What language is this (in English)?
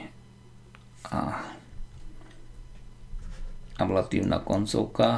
Slovak